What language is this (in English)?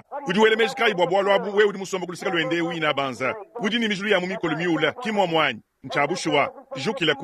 Luba-Lulua